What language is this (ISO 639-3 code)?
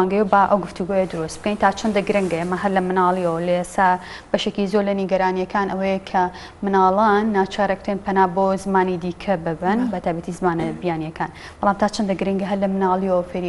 ckb